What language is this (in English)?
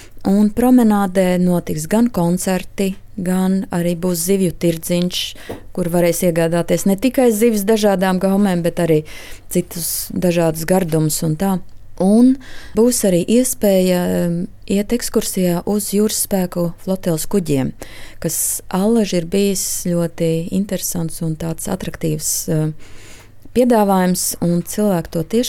Latvian